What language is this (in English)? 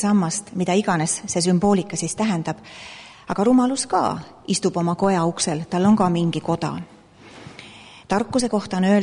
Estonian